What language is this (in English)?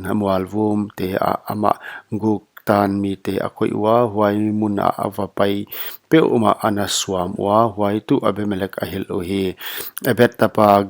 Paite Chin